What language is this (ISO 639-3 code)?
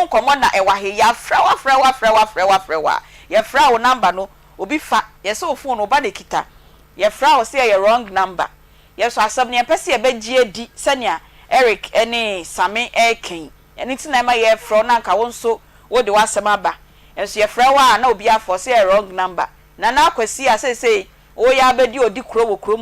aka